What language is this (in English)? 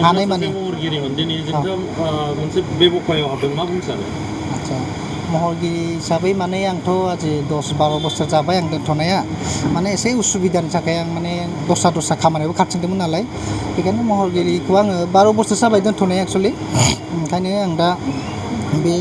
Bodo